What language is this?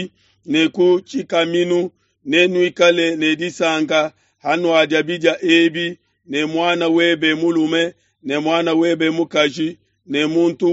Luba-Lulua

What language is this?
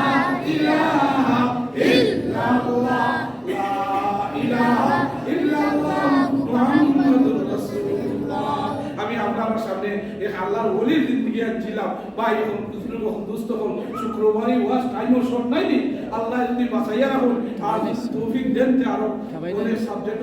Sylheti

